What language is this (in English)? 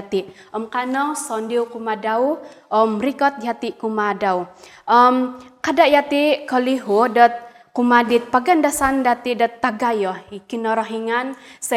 Central Dusun